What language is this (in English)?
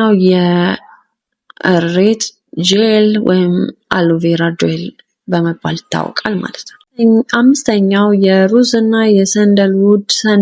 Amharic